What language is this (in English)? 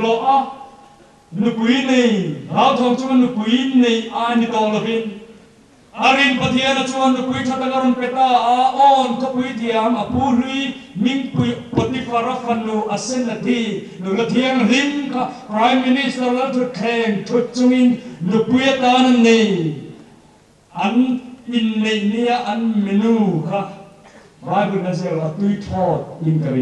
Mizo